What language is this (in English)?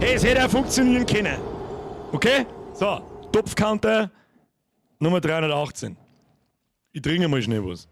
Bavarian